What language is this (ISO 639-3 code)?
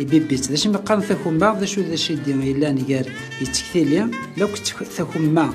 kab